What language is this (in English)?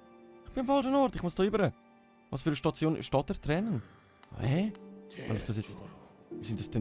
Swiss German